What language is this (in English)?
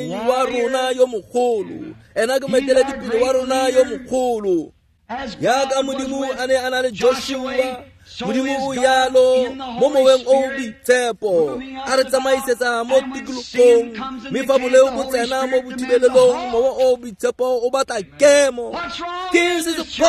Tswana